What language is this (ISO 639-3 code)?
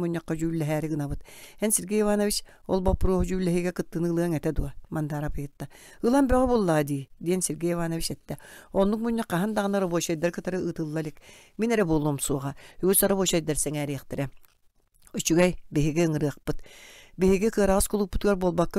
sah